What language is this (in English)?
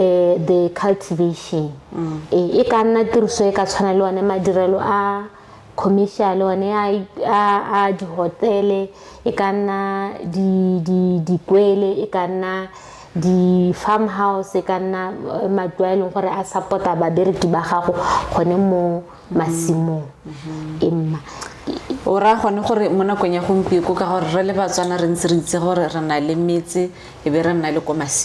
Tswana